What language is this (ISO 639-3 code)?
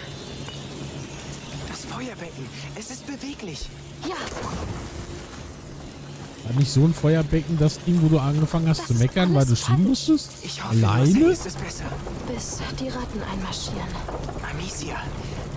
deu